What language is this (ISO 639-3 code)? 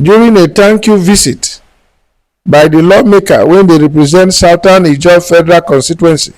pcm